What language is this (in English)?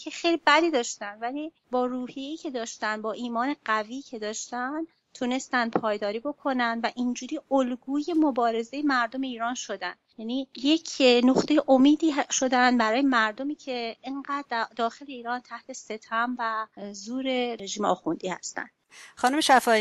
Persian